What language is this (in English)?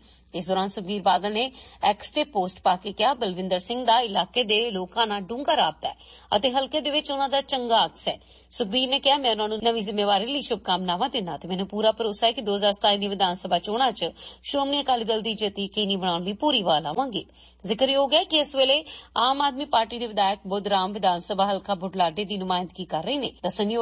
Punjabi